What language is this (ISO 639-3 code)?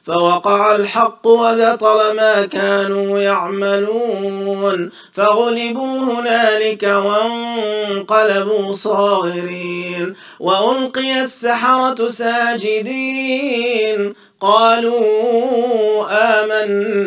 ara